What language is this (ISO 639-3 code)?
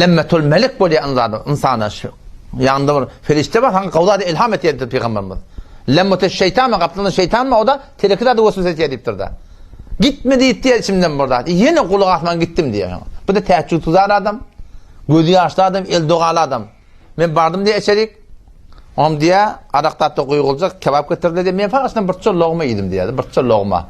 tuk